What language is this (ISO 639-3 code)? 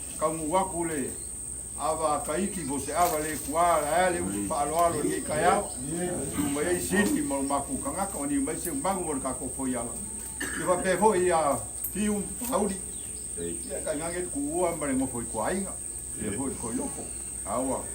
smo